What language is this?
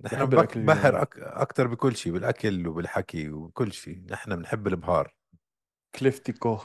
North Levantine Arabic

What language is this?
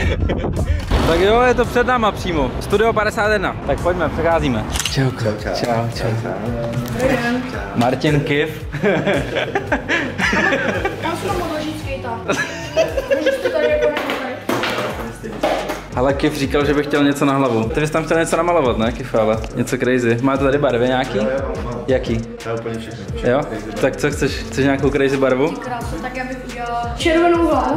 Czech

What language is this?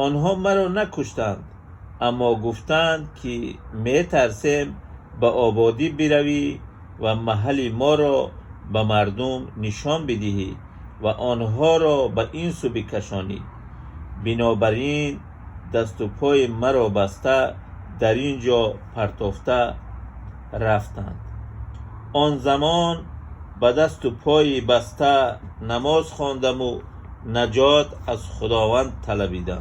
Tajik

